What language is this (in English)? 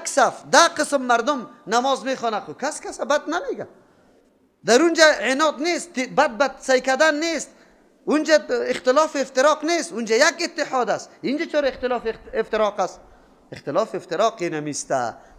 Persian